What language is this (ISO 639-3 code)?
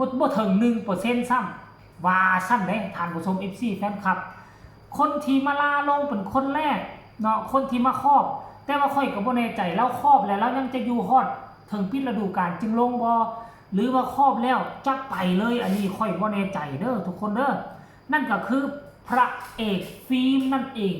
tts